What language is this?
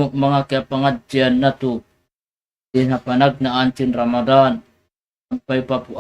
Tausug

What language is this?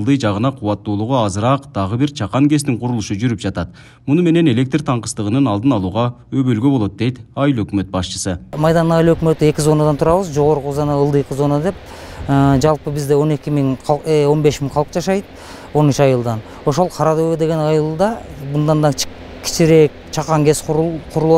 Kyrgyz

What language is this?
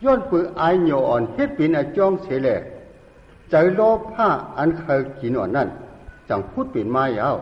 Shan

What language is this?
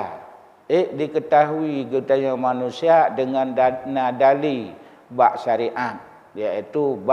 Achinese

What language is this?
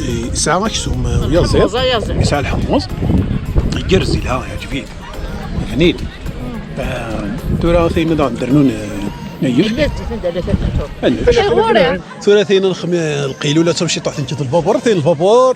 Kabyle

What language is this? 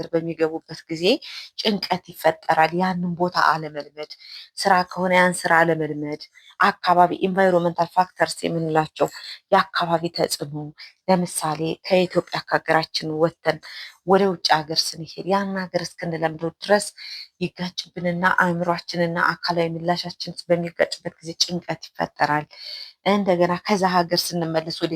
Amharic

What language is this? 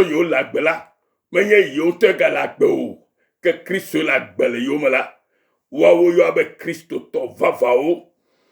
Ewe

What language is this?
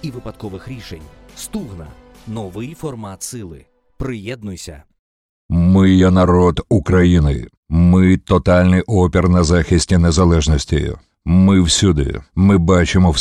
Ukrainian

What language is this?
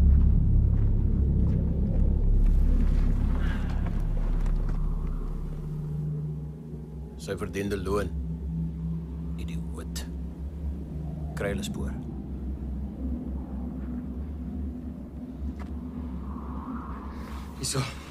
Afrikaans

